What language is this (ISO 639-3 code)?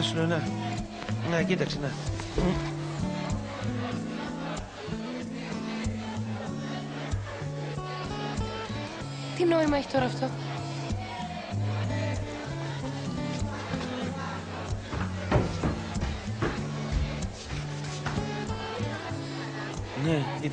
ell